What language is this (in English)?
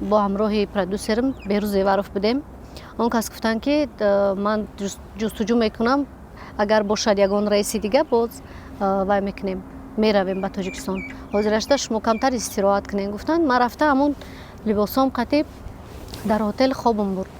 Tajik